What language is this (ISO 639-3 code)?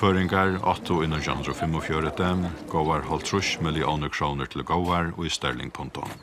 fao